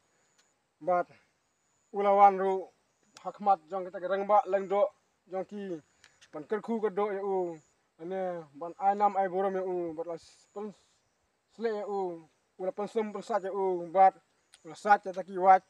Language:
Khasi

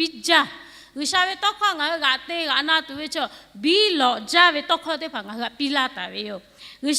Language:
Lahu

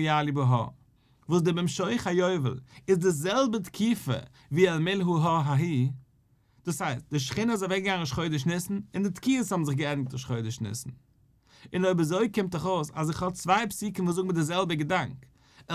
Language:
Yiddish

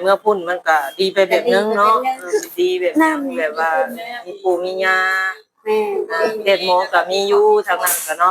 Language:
Lao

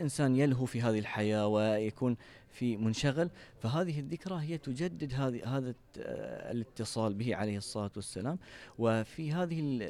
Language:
Gulf Arabic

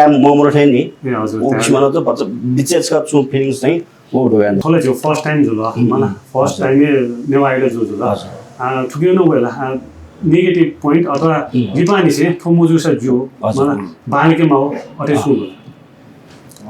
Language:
Newari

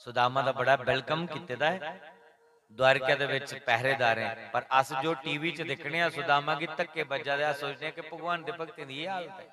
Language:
Dogri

